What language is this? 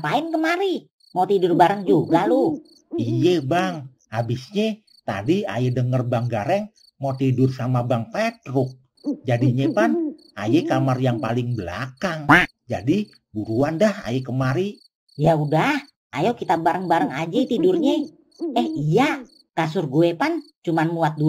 Betawi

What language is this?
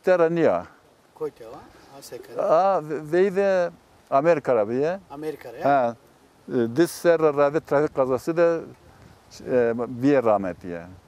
Zaza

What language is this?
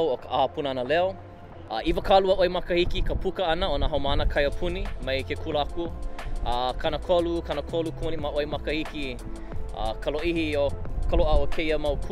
Hawaiian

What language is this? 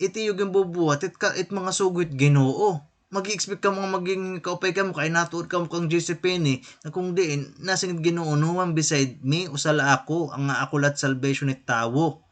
Waray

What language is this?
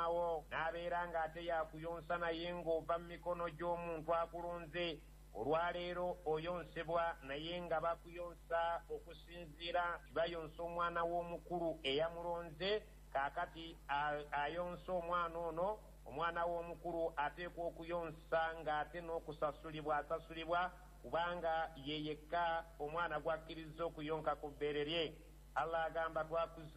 Ganda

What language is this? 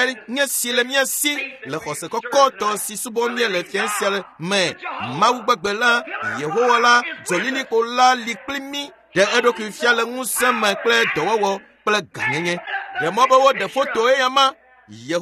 Ewe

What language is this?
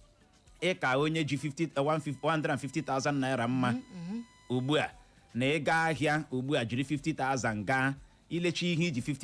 Igbo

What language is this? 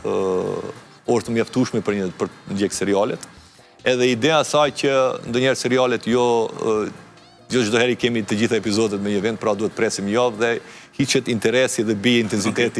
Albanian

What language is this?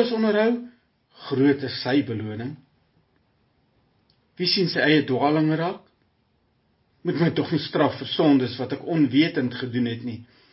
Afrikaans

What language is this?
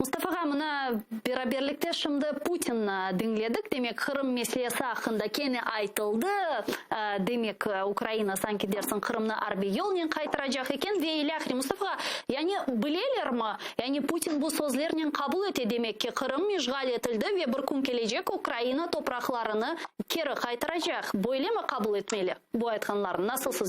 Crimean Tatar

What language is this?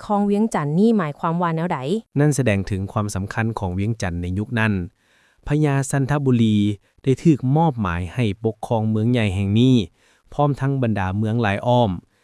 Lao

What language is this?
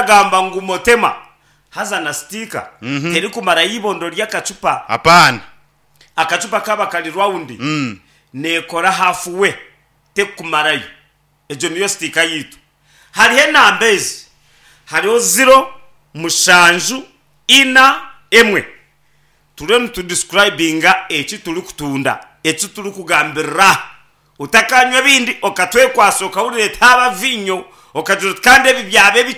Nyankole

